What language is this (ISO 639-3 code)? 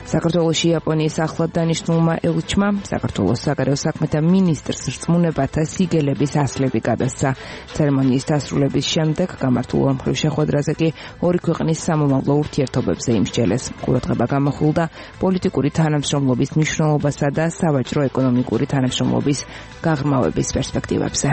kat